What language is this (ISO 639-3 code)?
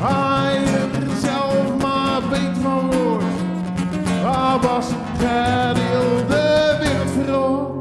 zea